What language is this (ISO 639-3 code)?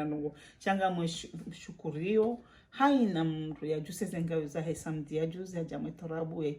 zdj